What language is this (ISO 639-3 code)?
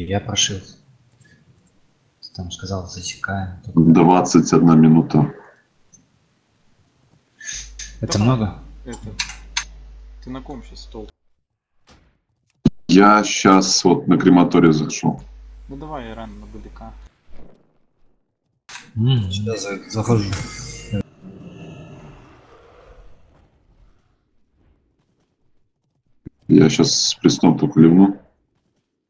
rus